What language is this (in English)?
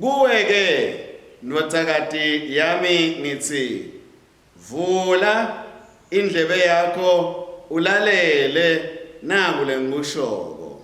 Swati